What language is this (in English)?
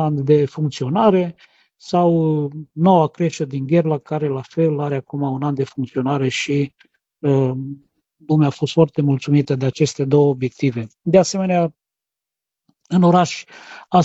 Romanian